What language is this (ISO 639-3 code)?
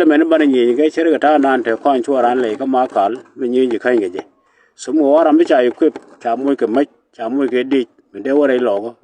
nus